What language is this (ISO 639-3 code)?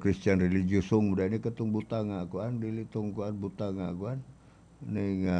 ceb